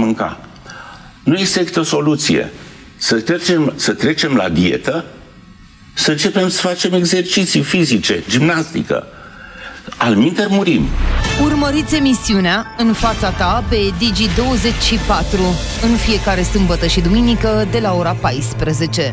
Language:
Romanian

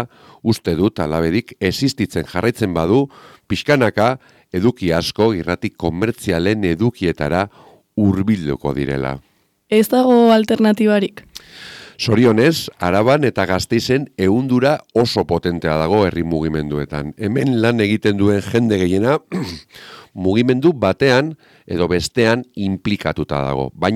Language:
Basque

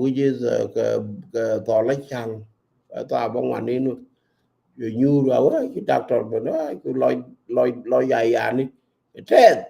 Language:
Nuer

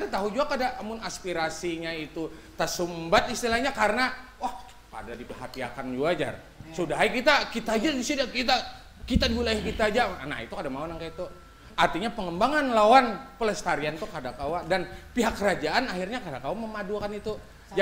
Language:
Banjar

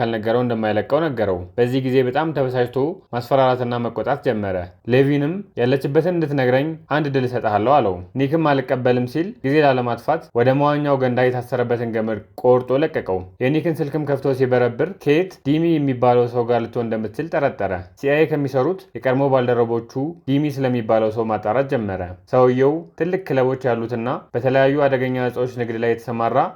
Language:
Amharic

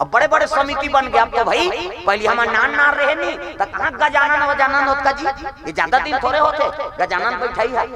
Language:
Chhattisgarhi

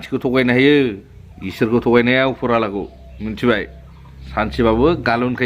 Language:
Bodo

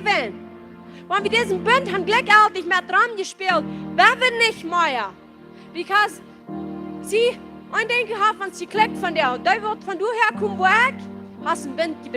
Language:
Plautdietsch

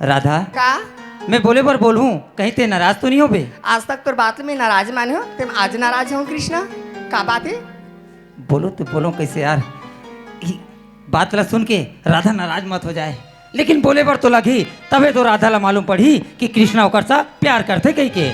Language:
Chhattisgarhi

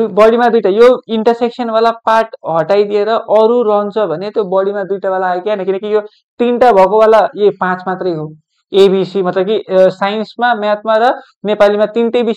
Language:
Nepali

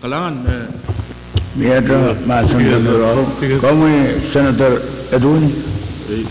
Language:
Pohnpeian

